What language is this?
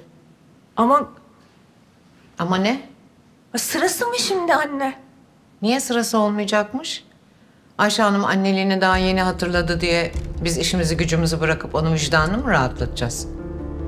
Turkish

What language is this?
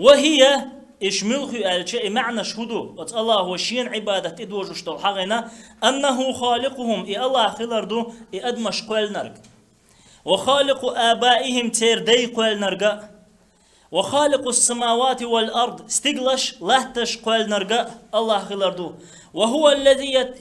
Chechen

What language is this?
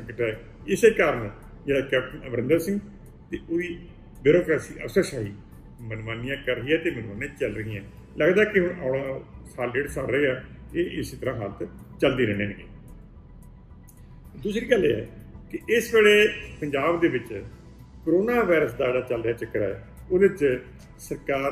Punjabi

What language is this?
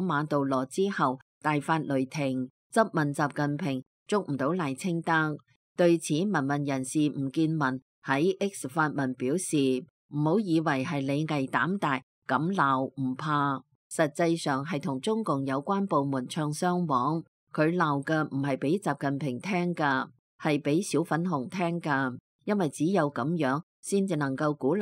Cantonese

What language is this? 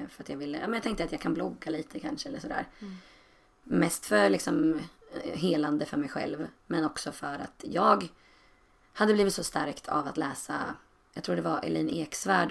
Swedish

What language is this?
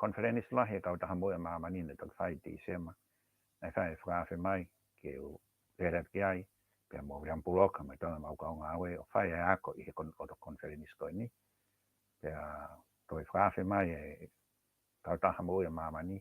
Tongan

